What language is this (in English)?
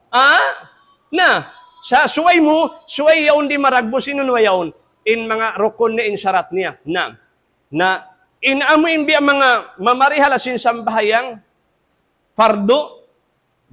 Tausug